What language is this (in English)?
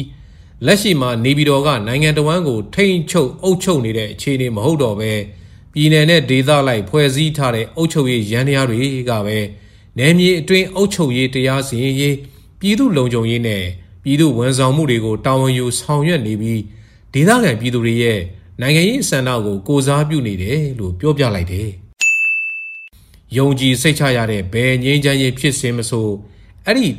Burmese